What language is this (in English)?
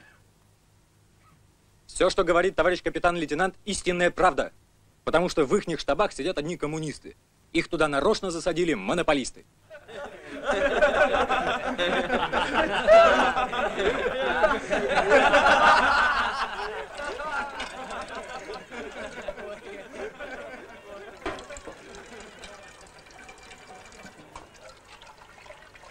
Russian